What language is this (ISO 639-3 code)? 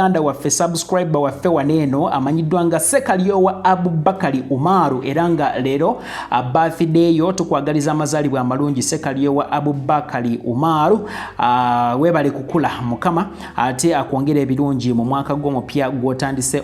lug